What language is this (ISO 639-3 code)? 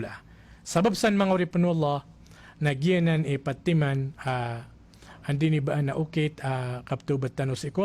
mrw